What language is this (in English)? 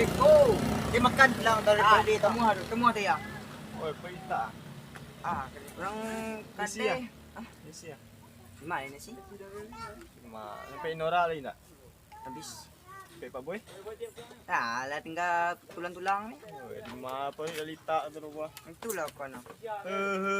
Minangkabau